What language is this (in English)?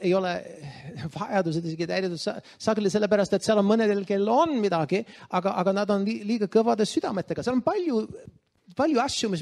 Estonian